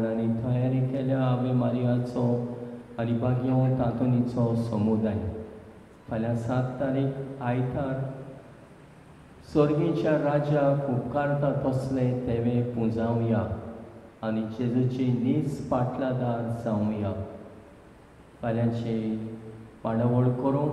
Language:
Konkani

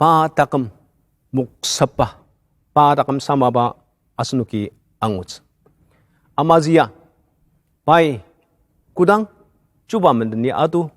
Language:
Ao Naga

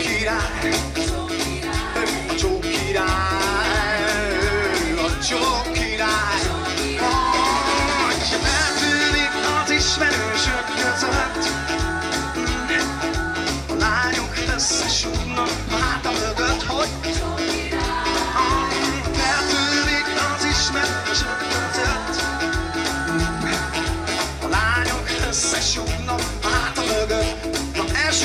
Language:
Hungarian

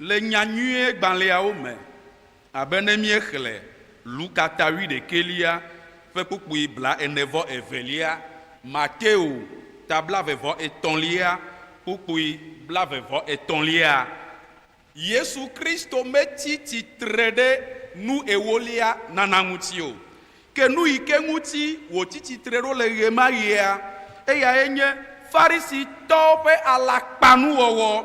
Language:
Ewe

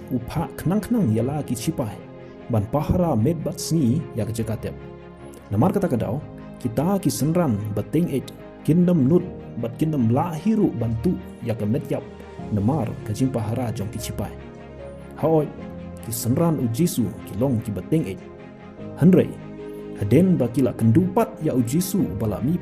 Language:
Khasi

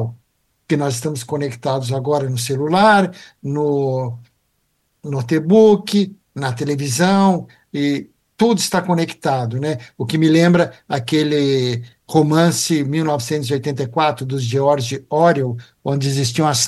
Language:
Portuguese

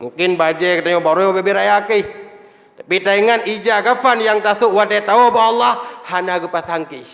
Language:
Achinese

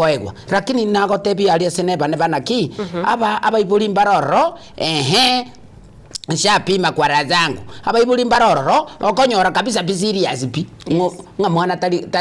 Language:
Gusii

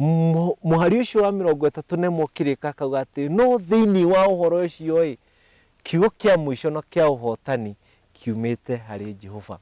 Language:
Kikuyu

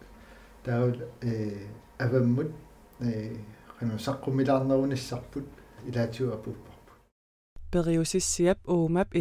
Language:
Kalaallisut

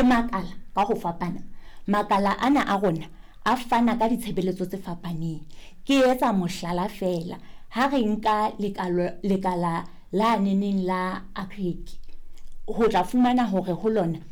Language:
Southern Sotho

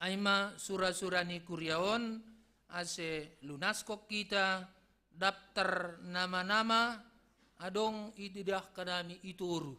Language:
Batak Simalungun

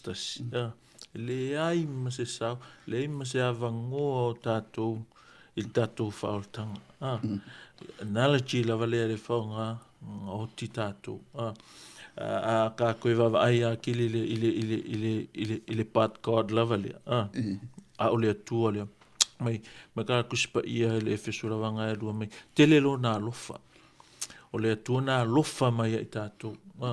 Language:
Samoan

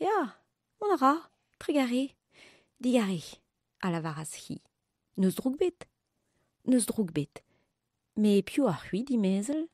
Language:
Breton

